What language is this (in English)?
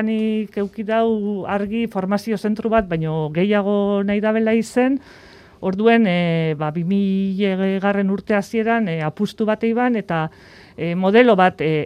Basque